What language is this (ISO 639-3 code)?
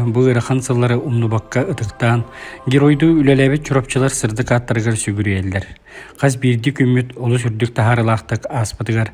sah